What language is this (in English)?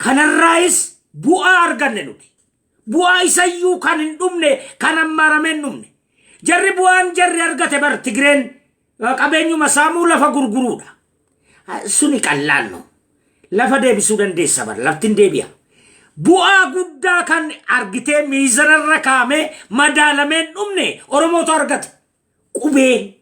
Oromo